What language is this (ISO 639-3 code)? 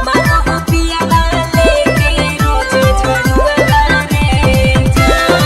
mag